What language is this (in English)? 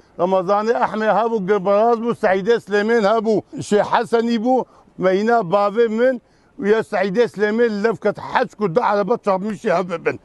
Kurdish